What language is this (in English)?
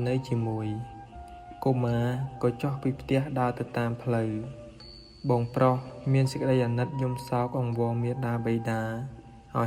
Khmer